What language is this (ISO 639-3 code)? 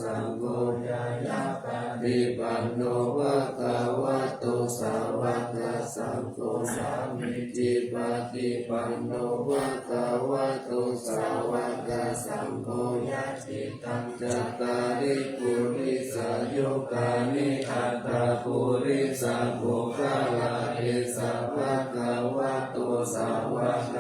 pli